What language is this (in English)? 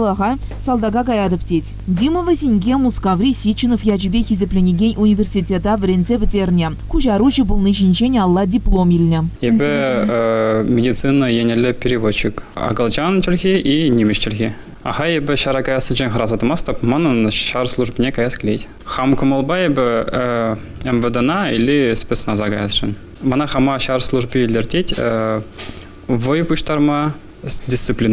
Chuvash